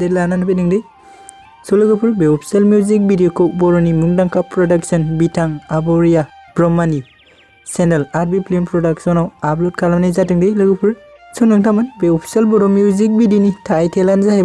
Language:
Bodo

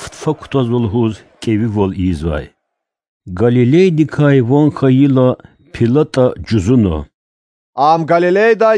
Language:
Lezghian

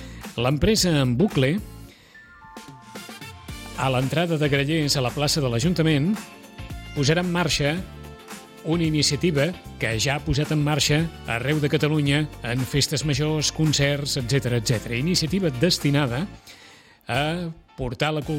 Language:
Catalan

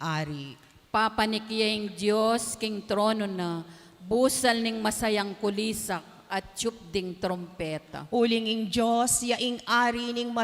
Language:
Pampanga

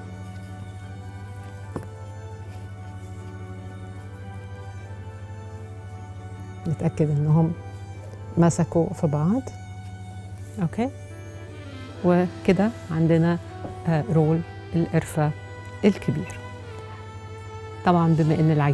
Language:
Egyptian Arabic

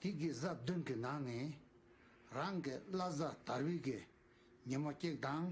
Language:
Tibetan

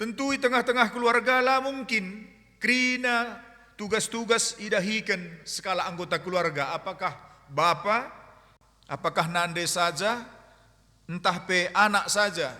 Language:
Batak Karo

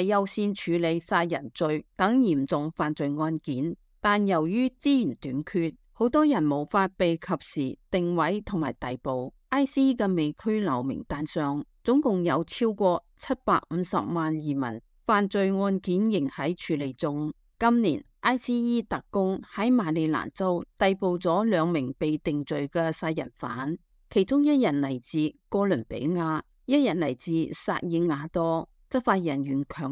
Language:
Cantonese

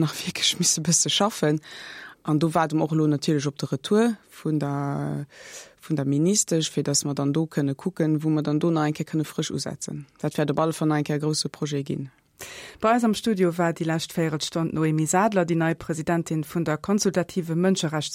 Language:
Luxembourgish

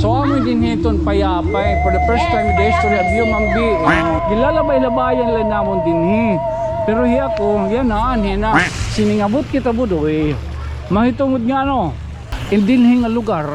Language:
Waray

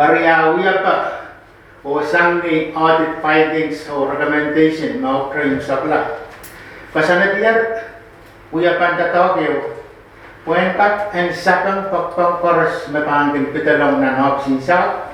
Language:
Pohnpeian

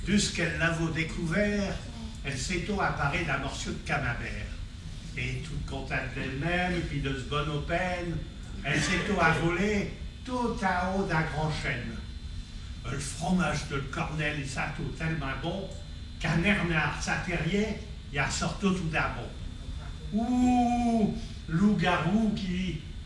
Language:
Picard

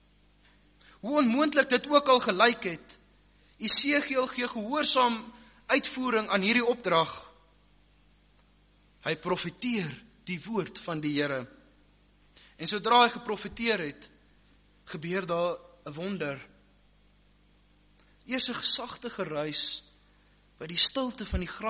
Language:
Afrikaans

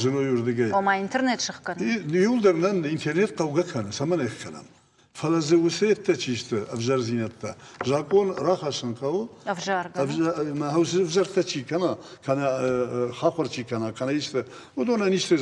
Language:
Ossetic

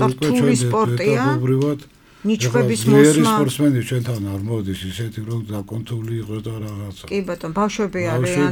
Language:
Georgian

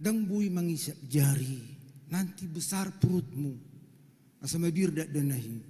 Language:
Batak Toba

